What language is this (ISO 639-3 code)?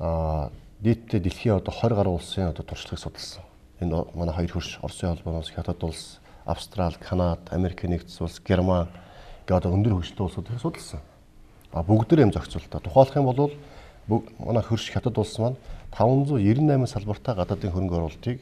mon